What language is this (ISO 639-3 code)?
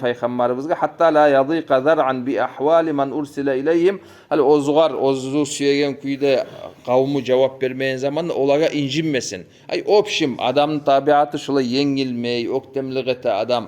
kum